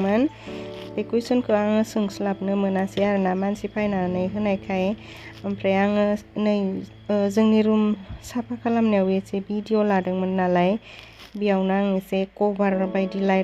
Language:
Bodo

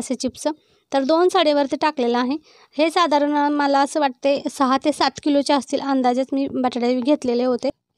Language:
Marathi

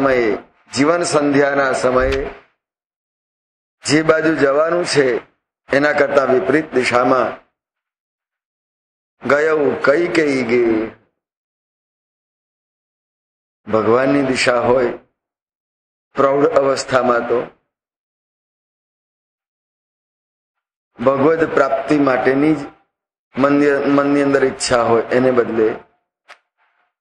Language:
Gujarati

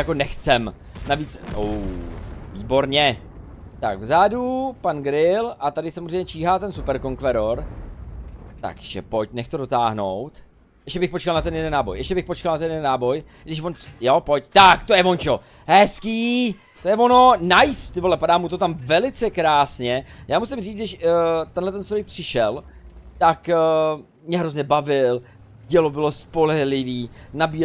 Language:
Czech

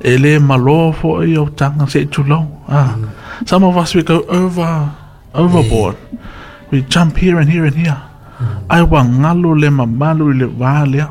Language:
Samoan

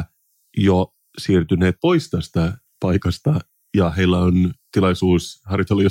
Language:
Finnish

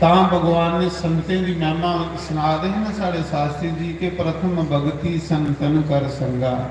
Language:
Dogri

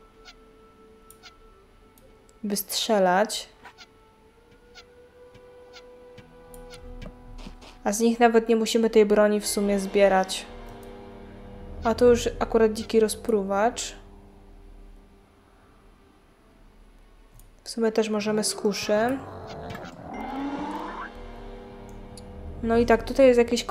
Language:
Polish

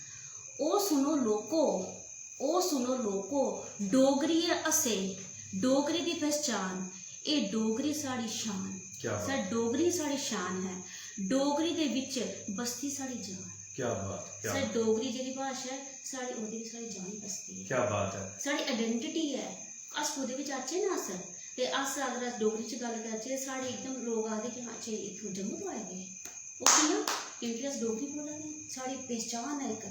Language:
Dogri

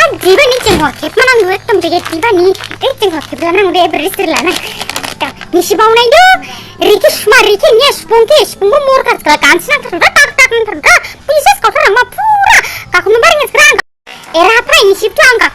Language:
Dimasa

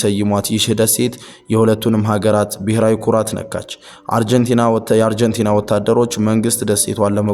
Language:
Amharic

